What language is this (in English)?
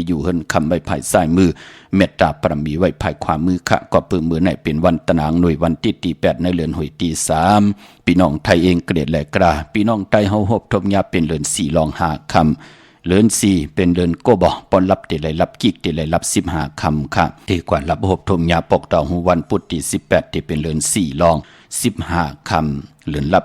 Shan